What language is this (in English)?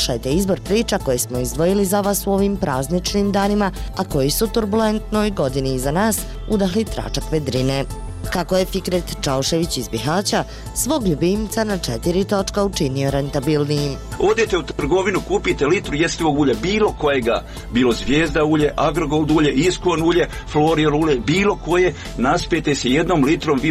Bosnian